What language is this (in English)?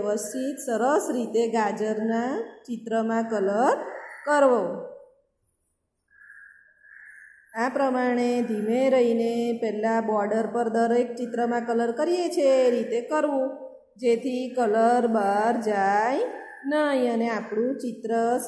Gujarati